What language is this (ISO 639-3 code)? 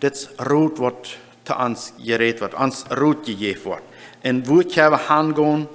pdt